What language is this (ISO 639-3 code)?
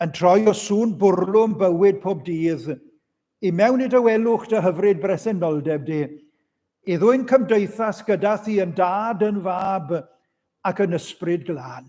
cym